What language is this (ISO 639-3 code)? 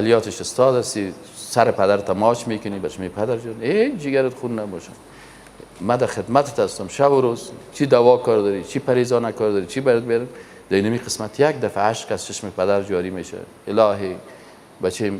fas